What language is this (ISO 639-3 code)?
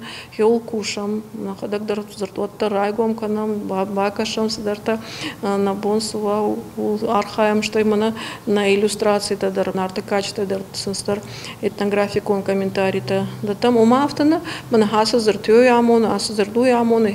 oss